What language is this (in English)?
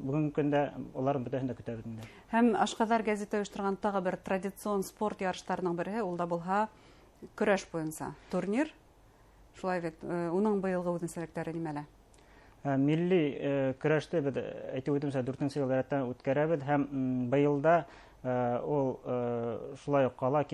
Bashkir